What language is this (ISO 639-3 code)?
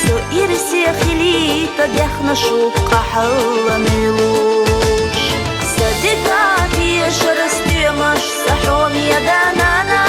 che